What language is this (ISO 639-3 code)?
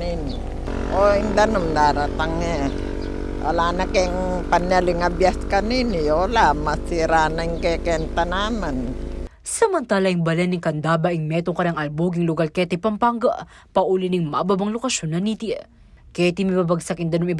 pam